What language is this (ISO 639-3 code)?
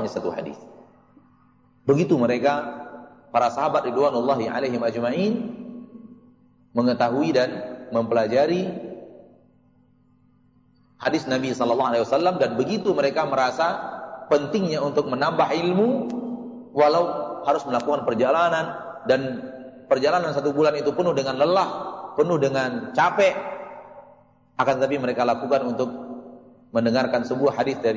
ind